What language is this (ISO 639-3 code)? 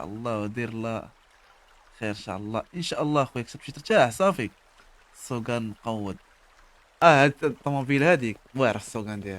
ary